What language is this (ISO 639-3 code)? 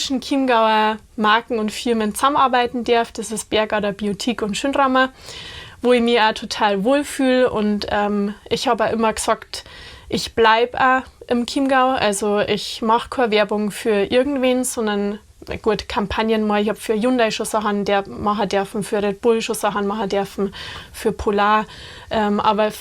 bar